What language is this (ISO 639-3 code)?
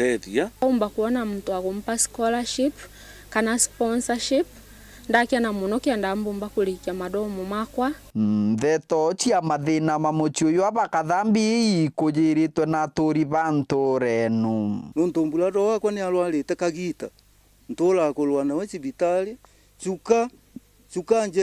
mer